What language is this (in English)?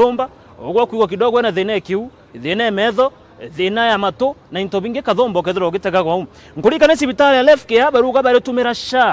Meru